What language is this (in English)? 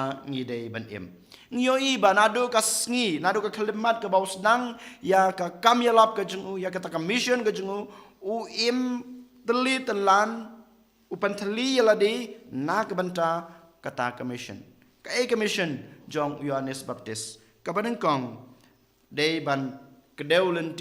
Khasi